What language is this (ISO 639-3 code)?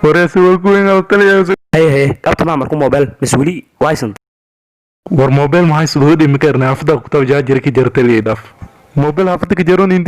som